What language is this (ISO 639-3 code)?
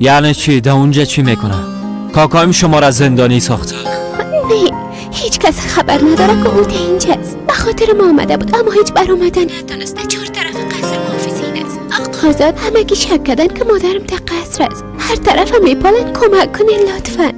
fas